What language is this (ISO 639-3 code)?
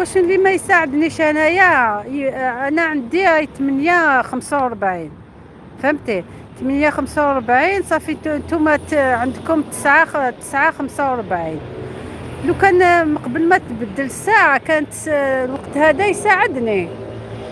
arq